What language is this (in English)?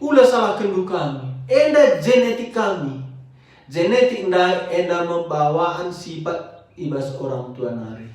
Batak Karo